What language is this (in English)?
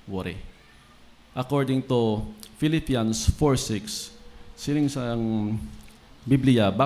Hiligaynon